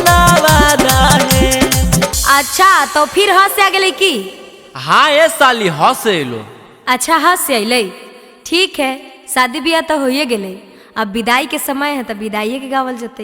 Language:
Magahi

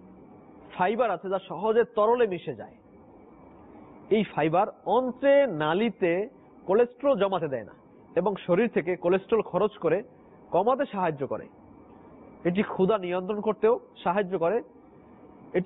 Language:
Bangla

